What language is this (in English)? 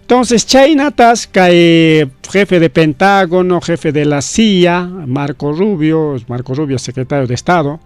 Ayacucho Quechua